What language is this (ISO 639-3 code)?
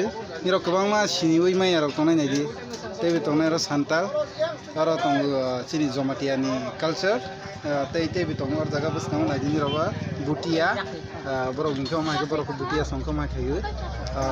trp